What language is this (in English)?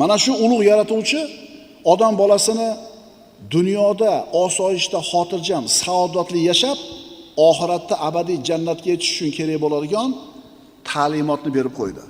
Uzbek